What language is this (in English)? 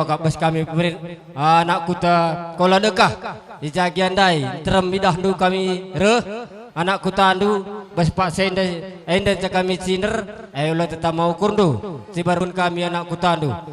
Batak Karo